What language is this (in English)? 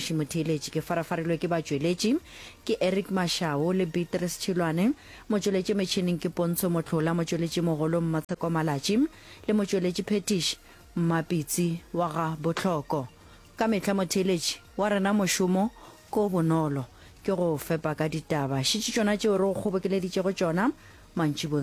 Northern Sotho